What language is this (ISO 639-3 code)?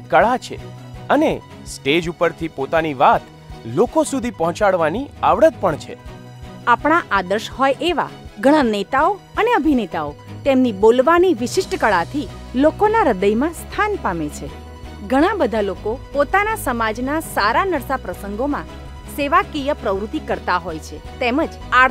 guj